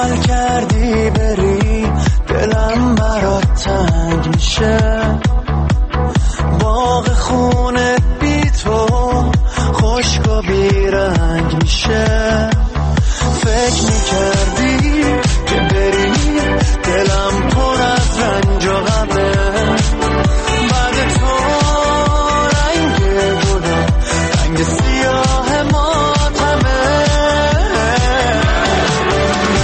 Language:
Persian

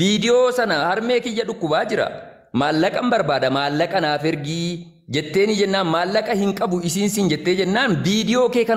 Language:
Oromo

